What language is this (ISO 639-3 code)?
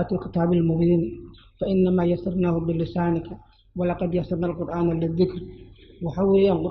som